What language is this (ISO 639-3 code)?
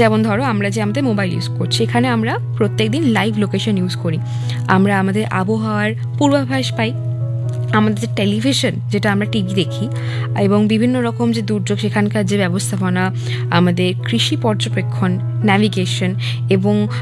ben